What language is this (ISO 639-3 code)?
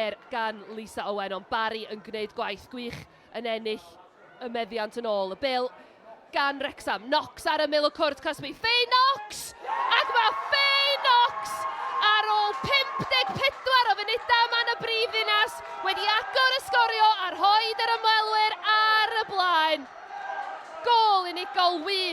cym